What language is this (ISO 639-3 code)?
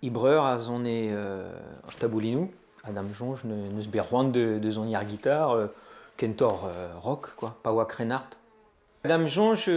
bre